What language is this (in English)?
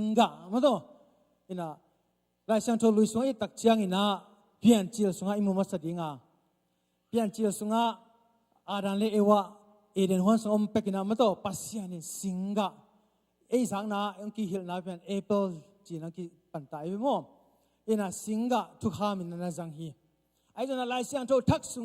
Tedim Chin